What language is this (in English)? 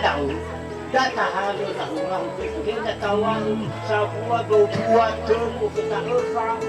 Nias